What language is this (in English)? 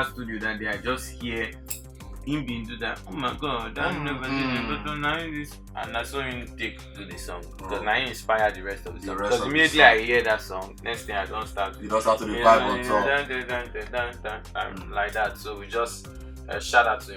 Nigerian Pidgin